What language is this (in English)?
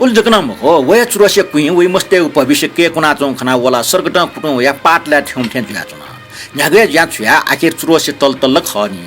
Newari